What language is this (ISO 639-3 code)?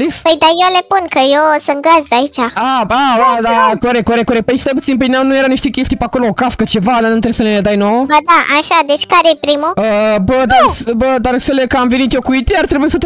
ron